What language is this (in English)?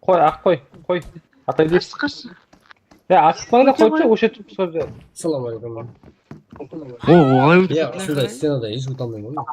Kara-Kalpak